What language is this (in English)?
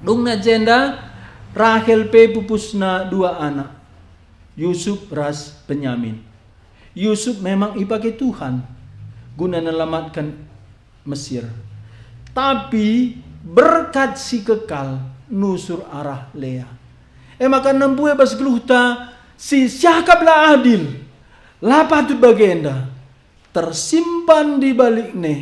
Batak Karo